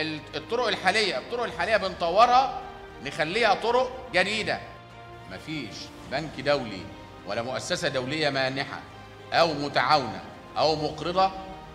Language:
Egyptian Arabic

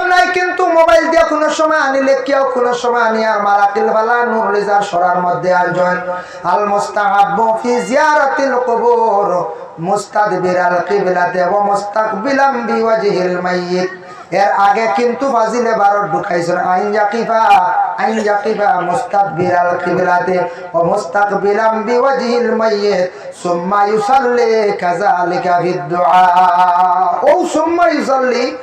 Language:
Sylheti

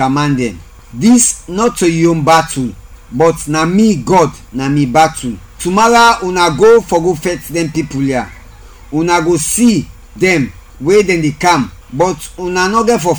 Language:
Krio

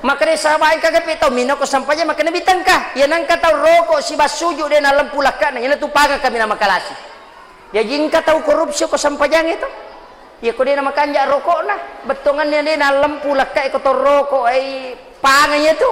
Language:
Buginese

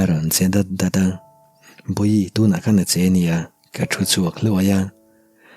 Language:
Mizo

